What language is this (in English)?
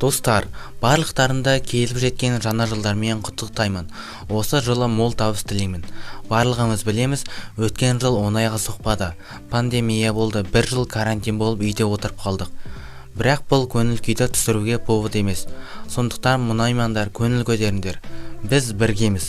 Kazakh